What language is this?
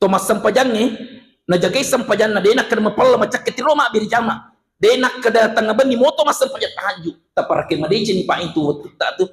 Buginese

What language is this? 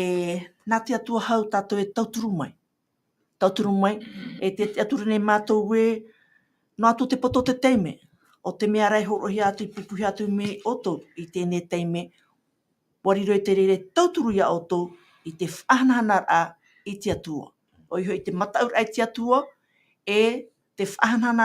Tahitian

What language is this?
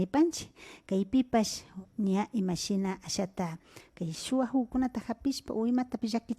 Imbabura Highland Quichua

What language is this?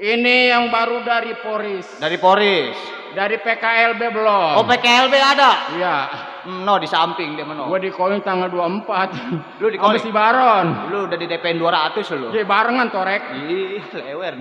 Betawi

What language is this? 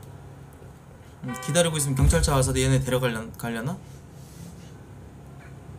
Korean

